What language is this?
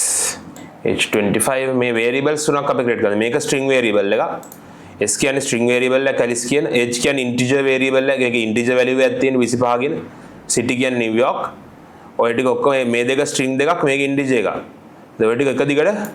Sinhala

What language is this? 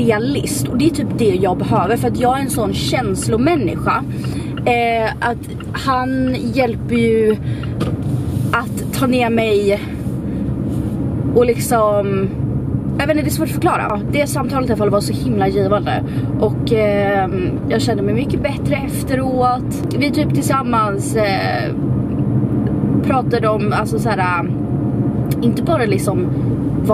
Swedish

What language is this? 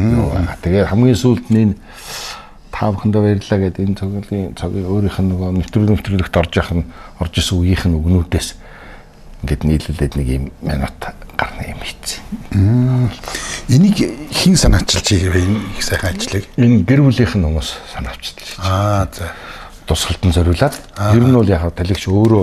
Mongolian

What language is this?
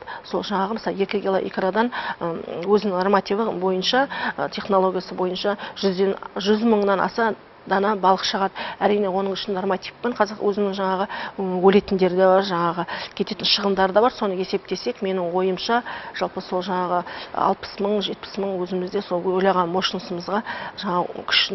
Kazakh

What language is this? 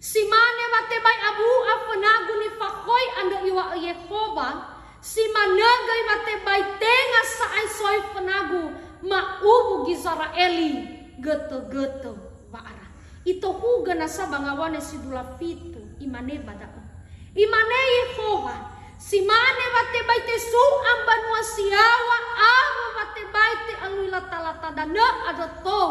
Nias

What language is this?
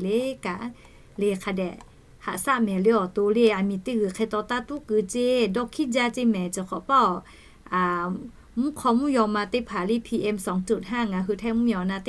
Lahu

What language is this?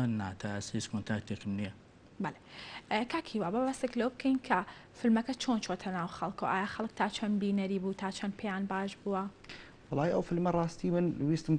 Central Kurdish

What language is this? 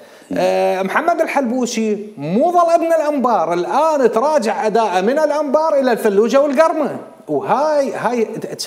Mesopotamian Arabic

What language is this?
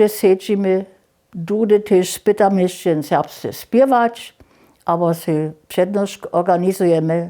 Upper Sorbian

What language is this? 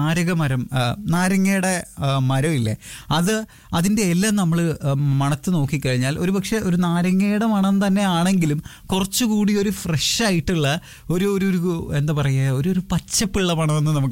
Malayalam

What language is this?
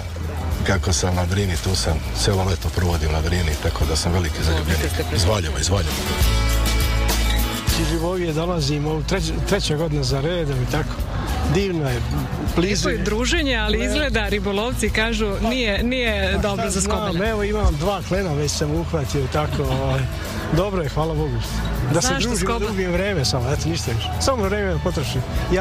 Serbian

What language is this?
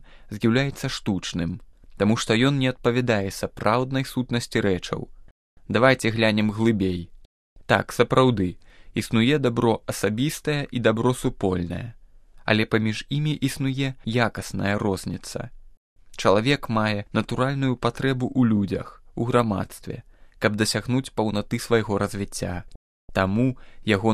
Belarusian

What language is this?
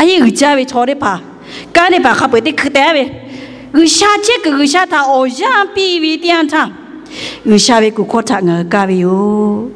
Lahu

